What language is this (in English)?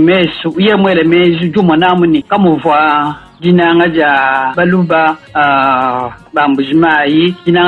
Luba-Lulua